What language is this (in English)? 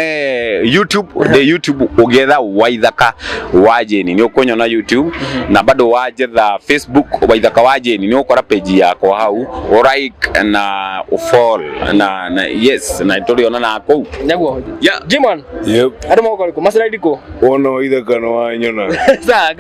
Kikuyu